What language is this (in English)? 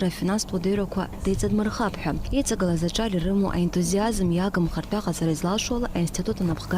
Abkhazian